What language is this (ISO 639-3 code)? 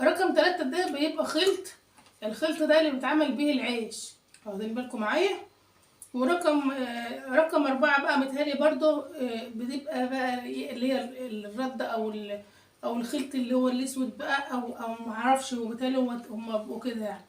arz